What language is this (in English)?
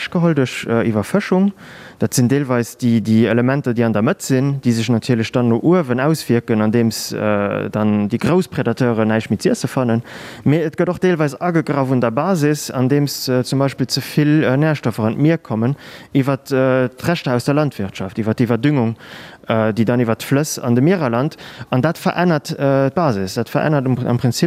Luxembourgish